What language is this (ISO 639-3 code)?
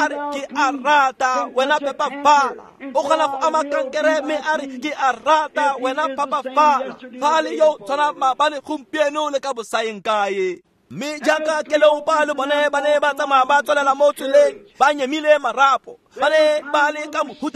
tsn